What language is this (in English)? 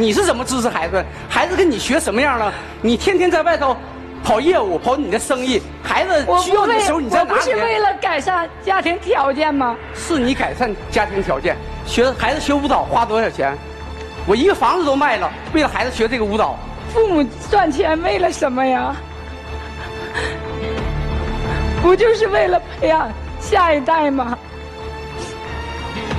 Chinese